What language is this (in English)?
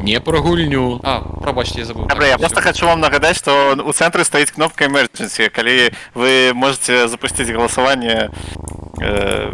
Belarusian